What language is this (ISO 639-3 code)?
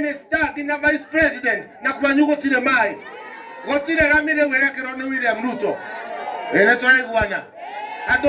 kik